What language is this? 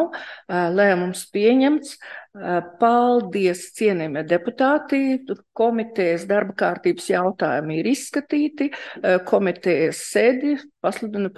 Latvian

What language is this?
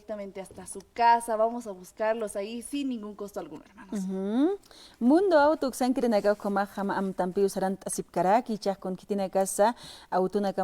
Aymara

